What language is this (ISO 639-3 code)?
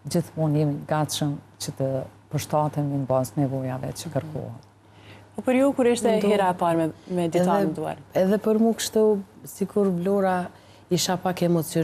sqi